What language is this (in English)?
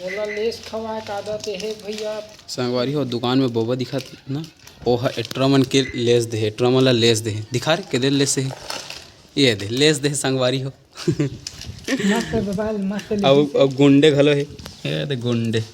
Chhattisgarhi